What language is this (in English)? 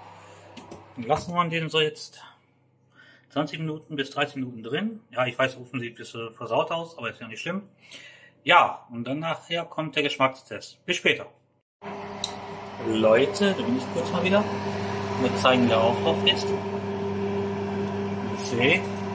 German